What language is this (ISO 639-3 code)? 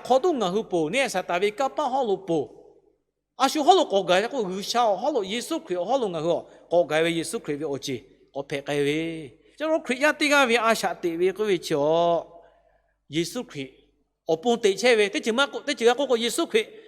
lhu